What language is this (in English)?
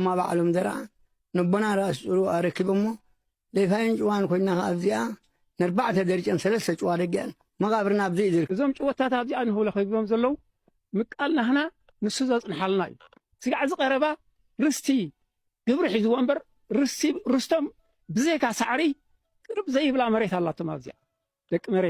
Tigrinya